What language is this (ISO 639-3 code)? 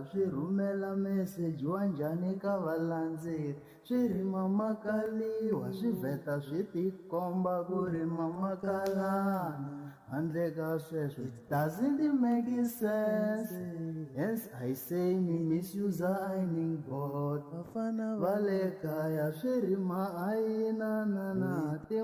tso